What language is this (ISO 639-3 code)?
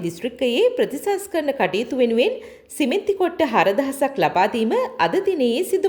sin